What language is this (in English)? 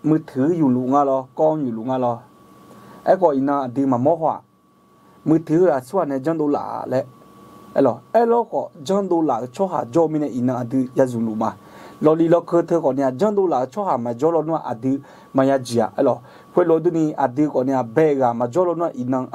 Akha